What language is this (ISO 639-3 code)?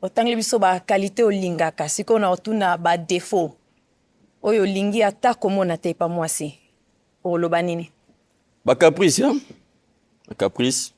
lin